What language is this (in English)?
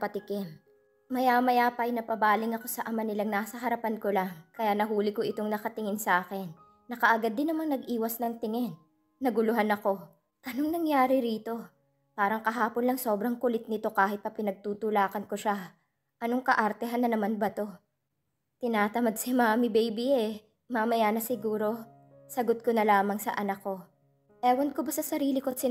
Filipino